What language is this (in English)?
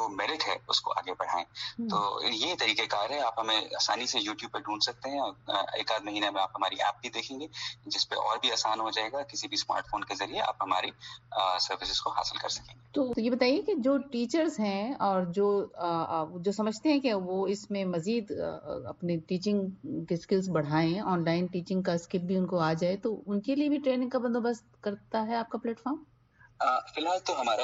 Urdu